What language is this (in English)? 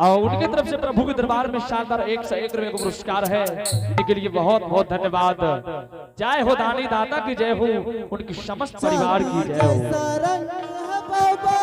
Angika